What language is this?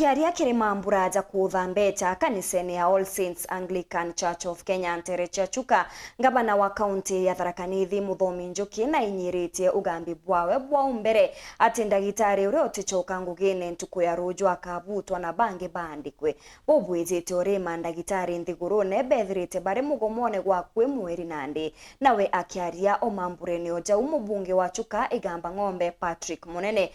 Meru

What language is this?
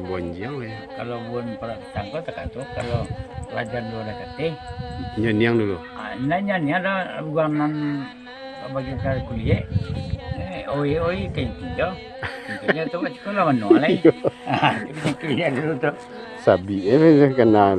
Minangkabau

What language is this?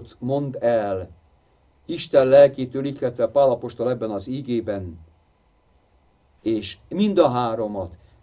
Hungarian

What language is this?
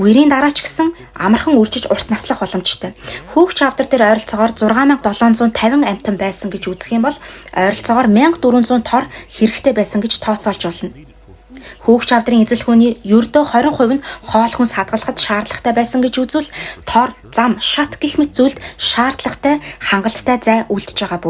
Mongolian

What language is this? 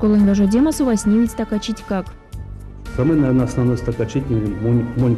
Erzya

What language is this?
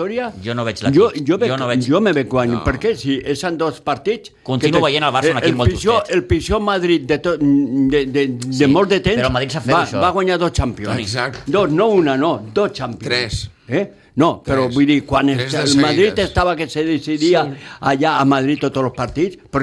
Catalan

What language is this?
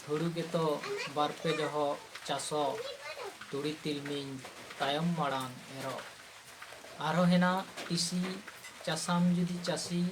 Santali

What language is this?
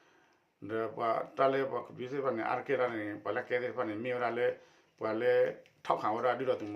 S'gaw Karen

